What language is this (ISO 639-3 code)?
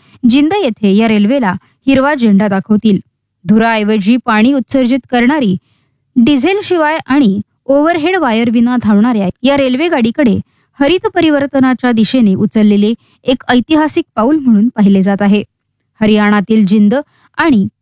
mar